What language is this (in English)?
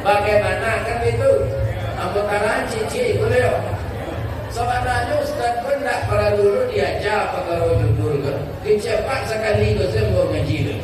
Minangkabau